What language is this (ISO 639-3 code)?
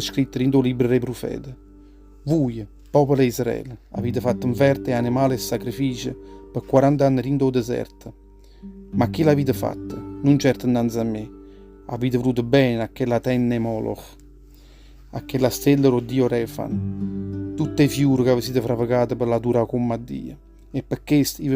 nap